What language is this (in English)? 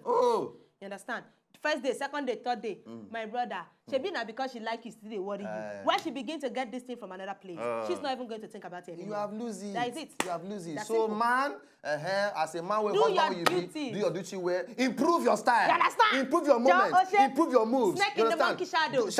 Nigerian Pidgin